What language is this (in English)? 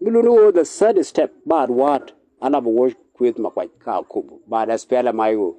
Nuer